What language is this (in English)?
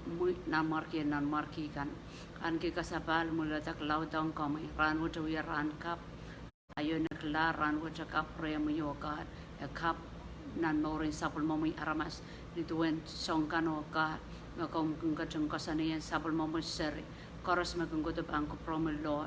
Pohnpeian